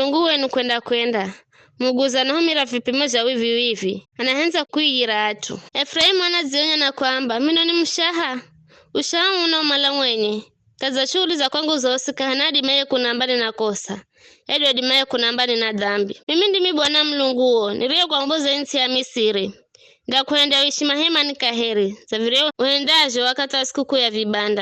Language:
Giryama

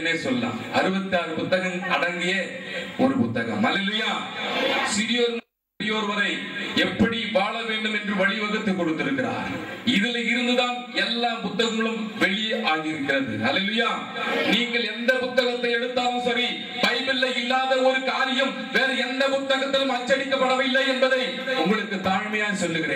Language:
Tamil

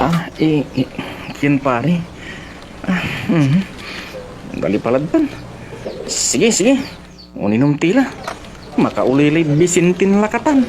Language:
Pangasinan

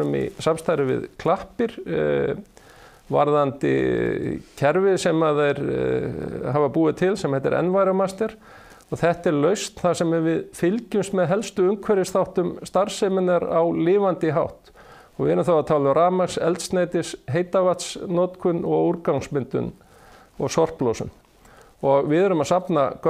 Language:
Icelandic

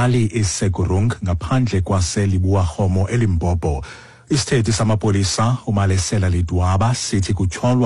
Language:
Xhosa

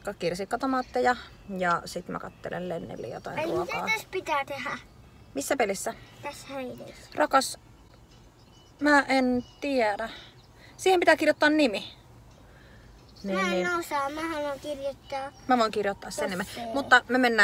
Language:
Finnish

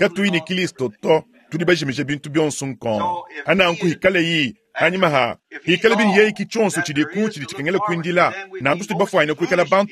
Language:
Luba-Lulua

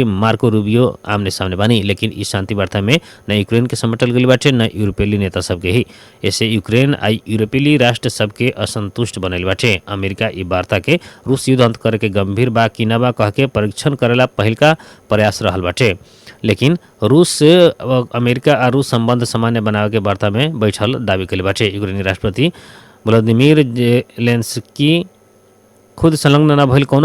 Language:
Bhojpuri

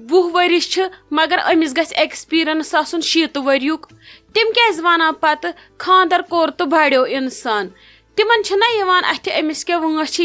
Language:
Kashmiri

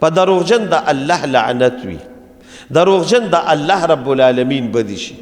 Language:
Pashto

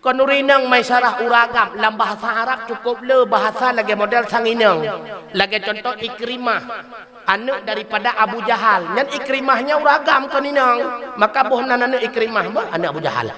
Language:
Achinese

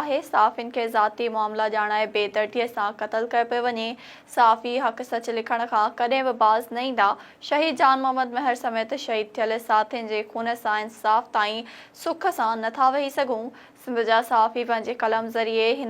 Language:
Sindhi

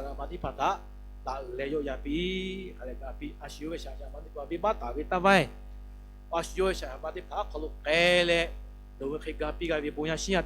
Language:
Lahu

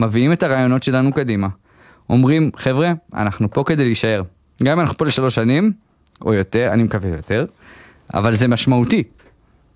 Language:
Hebrew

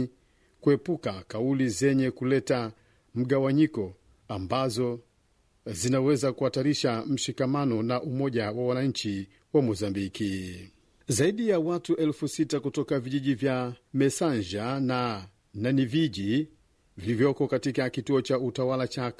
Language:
Swahili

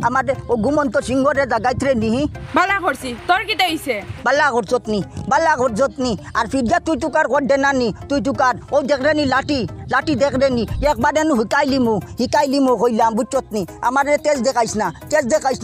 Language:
Sylheti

